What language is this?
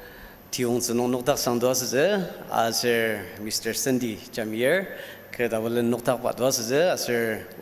Ao Naga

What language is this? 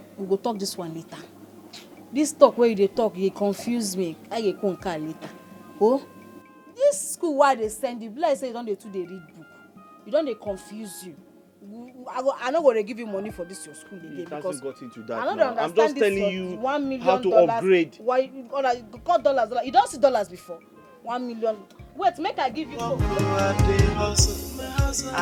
Nigerian Pidgin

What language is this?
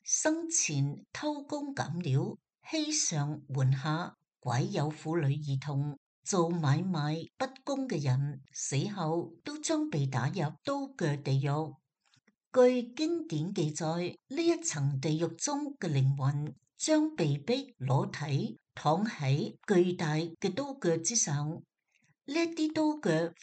Cantonese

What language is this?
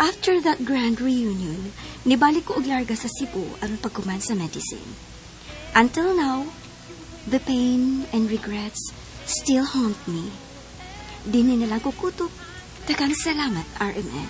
Cebuano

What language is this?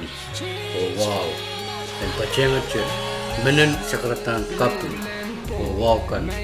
Pohnpeian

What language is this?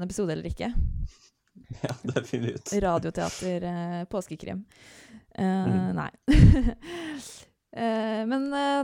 Norwegian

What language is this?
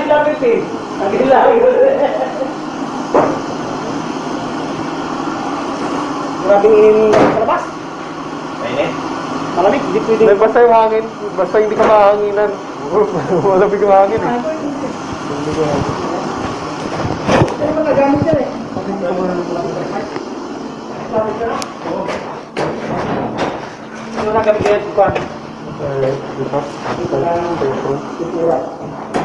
Filipino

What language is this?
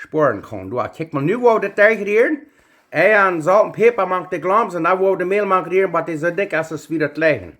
Plautdietsch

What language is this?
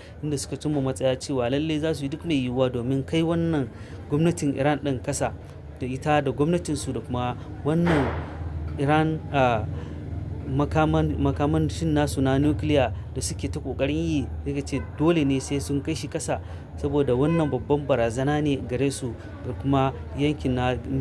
Hausa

